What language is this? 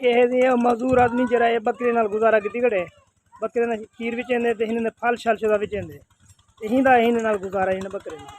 Saraiki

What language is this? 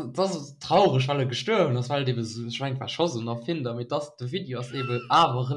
Luxembourgish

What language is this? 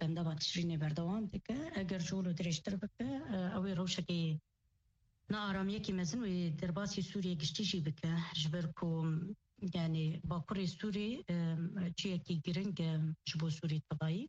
Kurdish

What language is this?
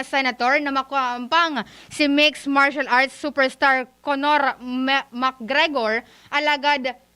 Bikol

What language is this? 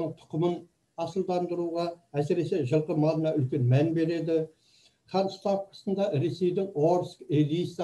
Kazakh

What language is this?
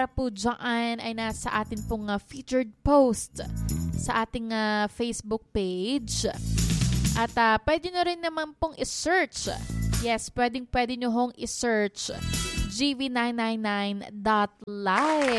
Filipino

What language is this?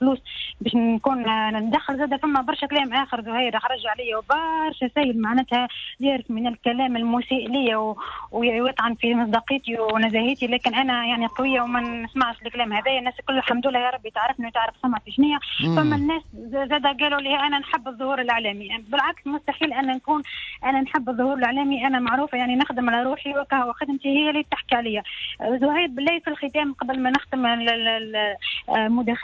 Tunisian Arabic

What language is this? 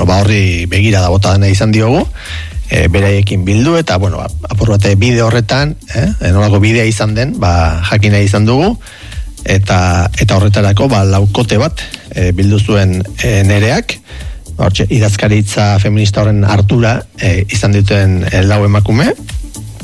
Basque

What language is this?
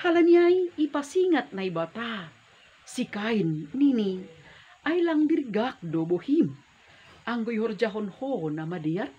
Batak Simalungun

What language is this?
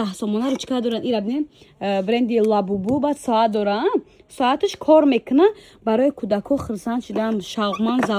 Tajik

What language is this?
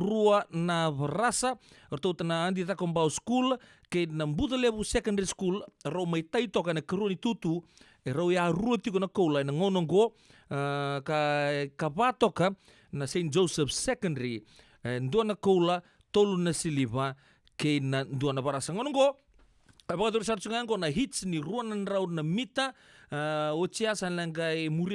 Fijian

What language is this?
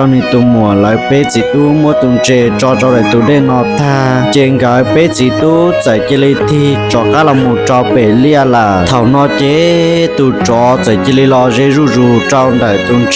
Hmong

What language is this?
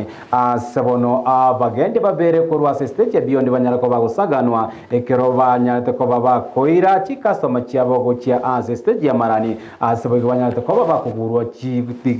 Gusii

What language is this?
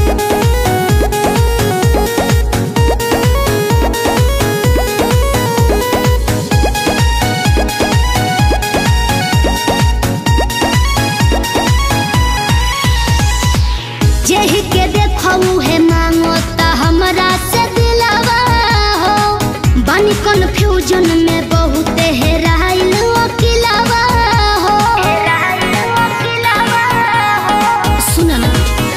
Bhojpuri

